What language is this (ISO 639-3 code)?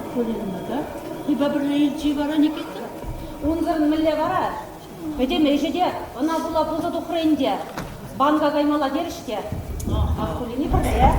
chv